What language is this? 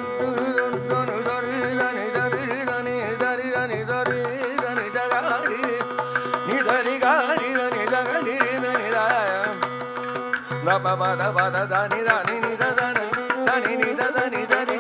Tamil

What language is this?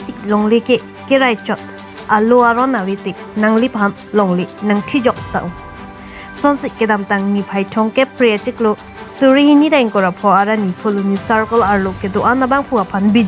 Karbi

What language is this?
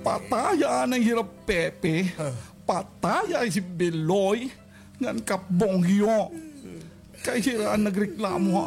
Waray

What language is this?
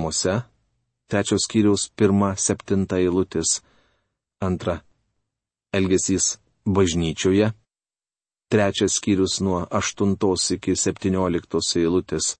Lithuanian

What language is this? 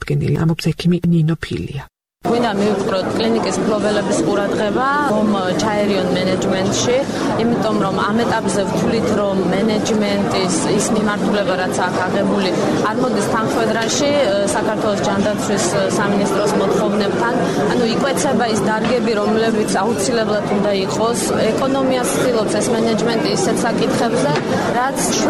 Georgian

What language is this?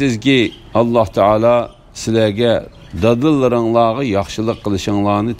Uyghur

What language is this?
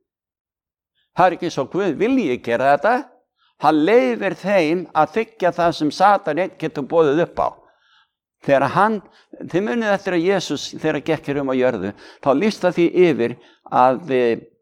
Icelandic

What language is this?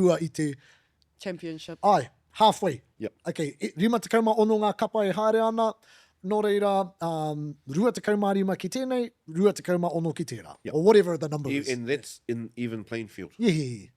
Māori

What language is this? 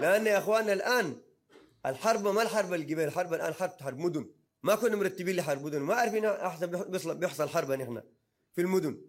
Sudanese Arabic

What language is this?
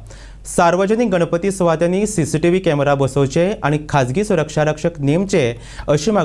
Konkani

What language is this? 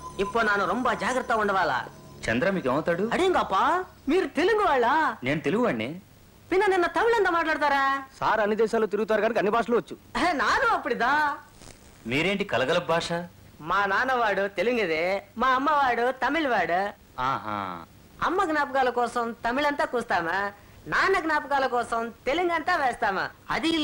Telugu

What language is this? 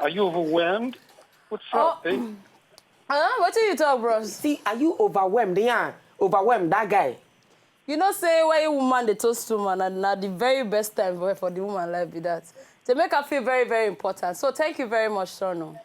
Nigerian Pidgin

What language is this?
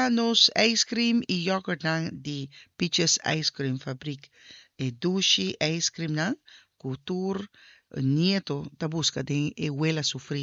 Papiamento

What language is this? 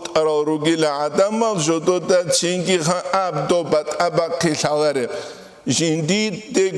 Avaric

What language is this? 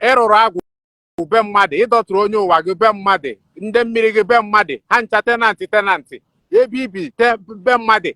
Igbo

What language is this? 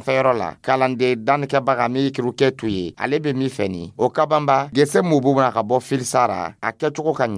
Dyula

